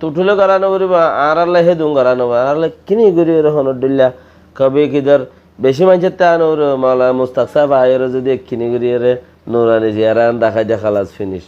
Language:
Rohingya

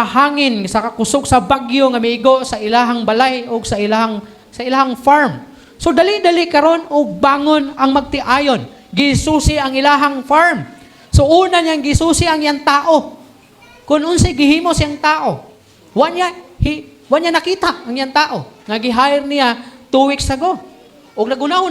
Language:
Cebuano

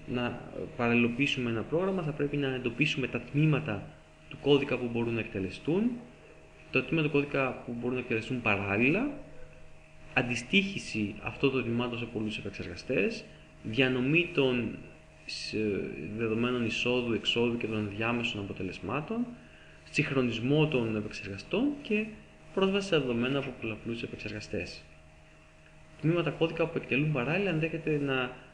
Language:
Greek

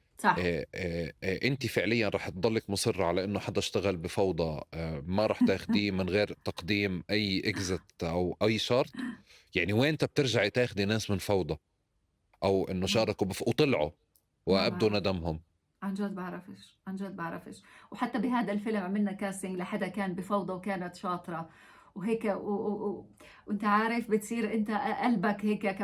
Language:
North Levantine Arabic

